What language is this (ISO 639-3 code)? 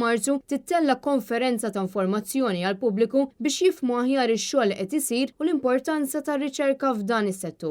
mlt